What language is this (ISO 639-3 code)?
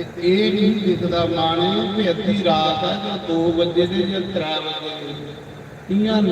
doi